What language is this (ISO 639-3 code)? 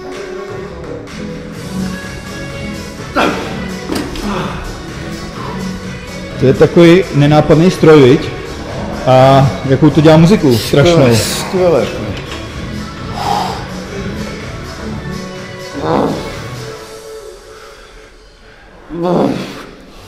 ces